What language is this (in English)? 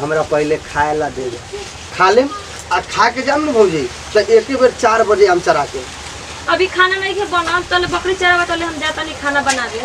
Bhojpuri